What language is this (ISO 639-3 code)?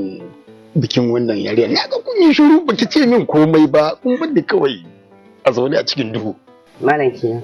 hau